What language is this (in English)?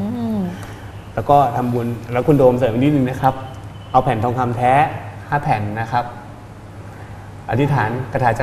Thai